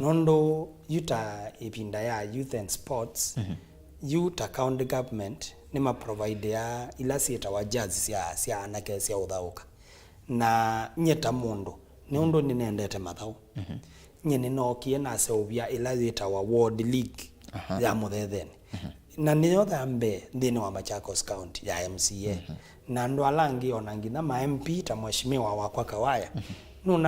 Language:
Kamba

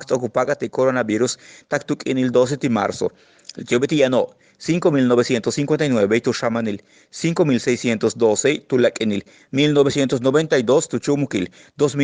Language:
Yucateco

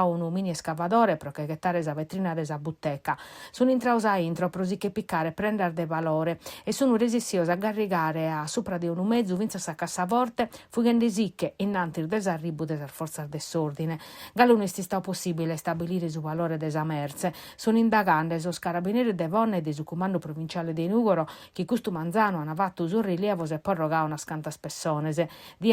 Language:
Sardinian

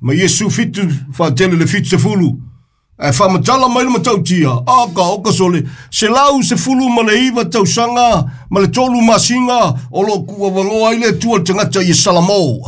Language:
Samoan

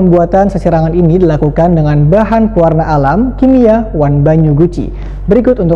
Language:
Banjar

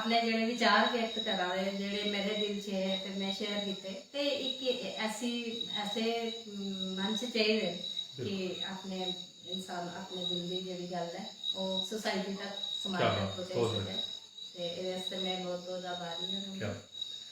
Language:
Dogri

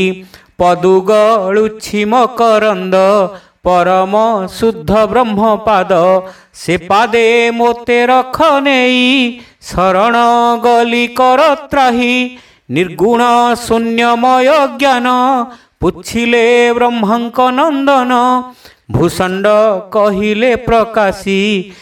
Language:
Odia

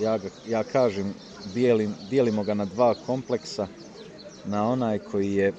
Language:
Bosnian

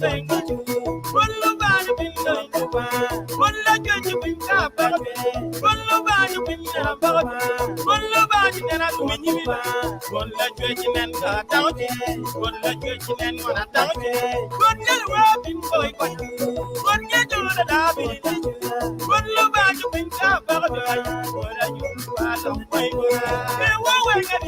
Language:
Acoli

